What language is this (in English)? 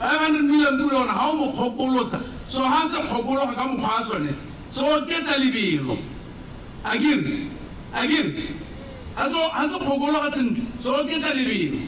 Tswana